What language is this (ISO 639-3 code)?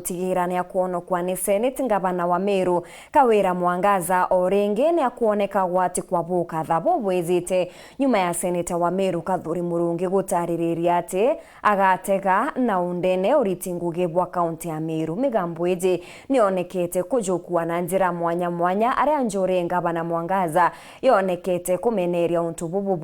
mer